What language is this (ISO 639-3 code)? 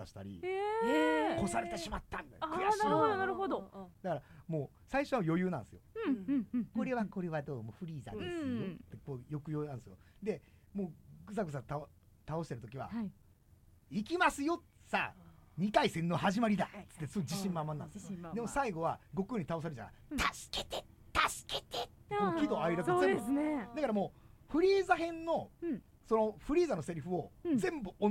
jpn